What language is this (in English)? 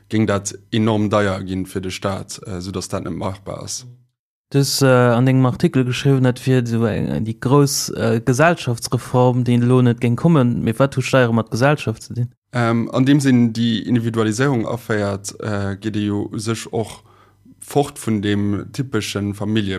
Luxembourgish